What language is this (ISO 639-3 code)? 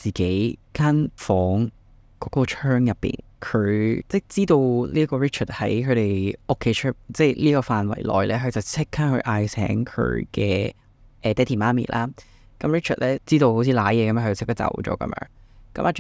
yue